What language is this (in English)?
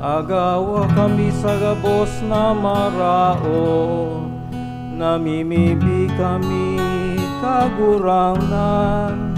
Bikol